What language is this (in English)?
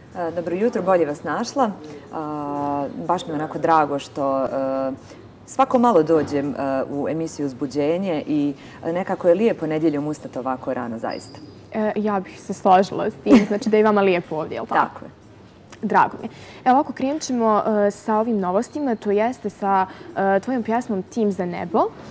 Bosnian